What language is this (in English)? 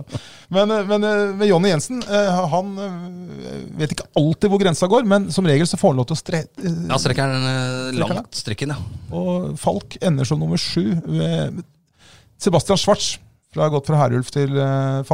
Norwegian